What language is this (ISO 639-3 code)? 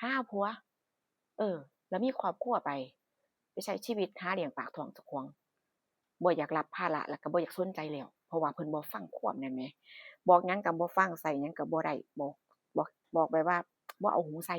tts